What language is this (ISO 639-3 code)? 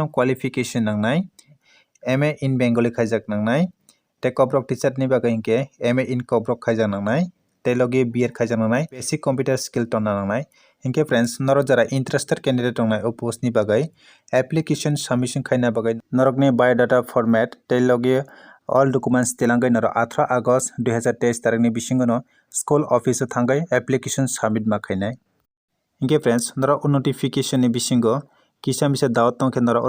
trp